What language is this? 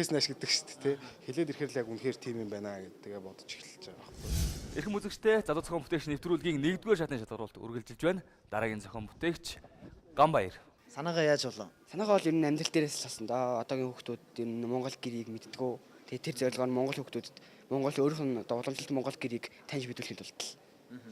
Mongolian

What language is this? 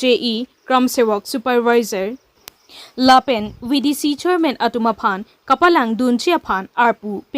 Karbi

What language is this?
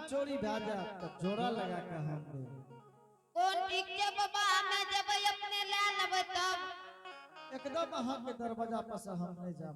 Angika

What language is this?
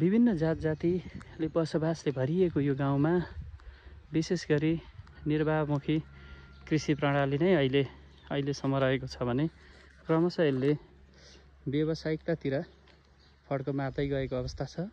Nepali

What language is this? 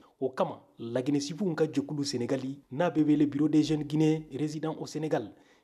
Bambara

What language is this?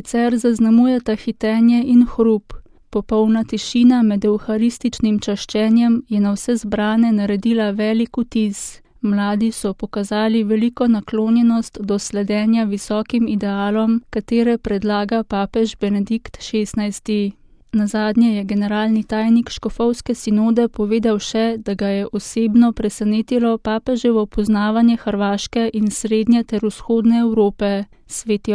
Slovenian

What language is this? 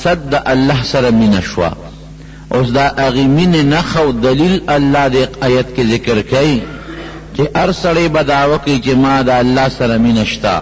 Pashto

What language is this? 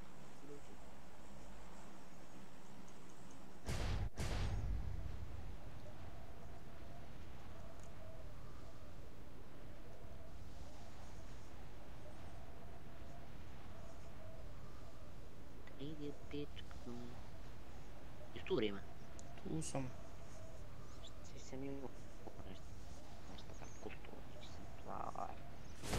Bosnian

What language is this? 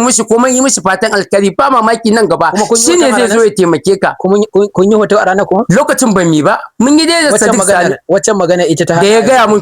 Hausa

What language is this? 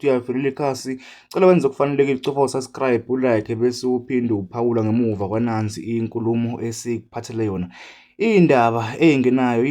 Zulu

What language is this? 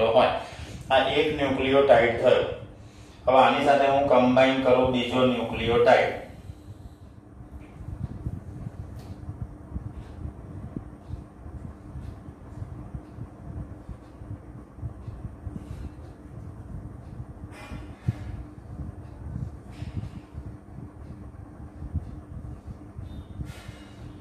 Gujarati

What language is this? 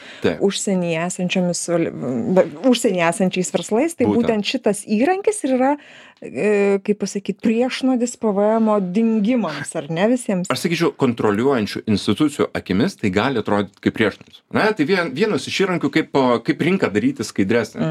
Lithuanian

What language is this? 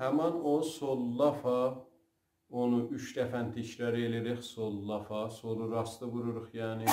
South Azerbaijani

